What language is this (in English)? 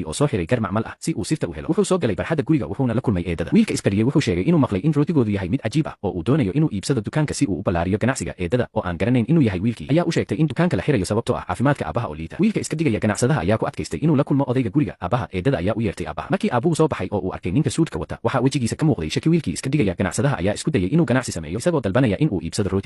Somali